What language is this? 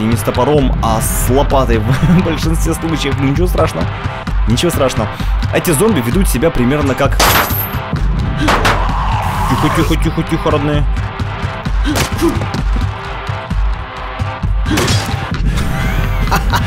Russian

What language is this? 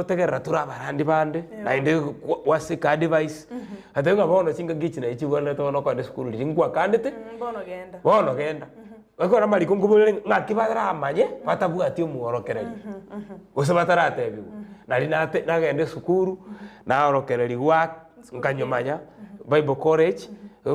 Gusii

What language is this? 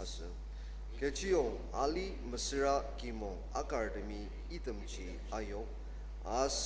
Ao Naga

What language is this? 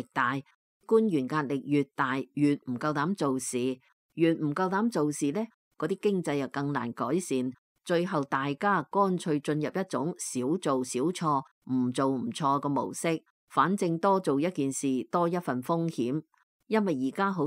Cantonese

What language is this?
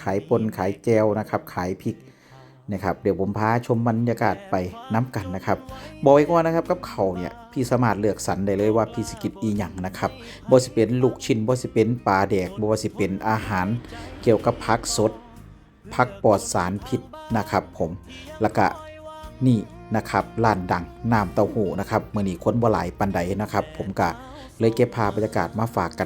Northeastern Thai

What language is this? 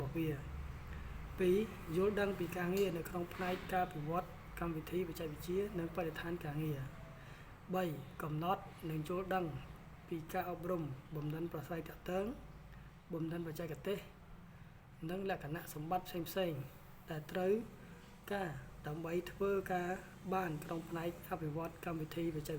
Khmer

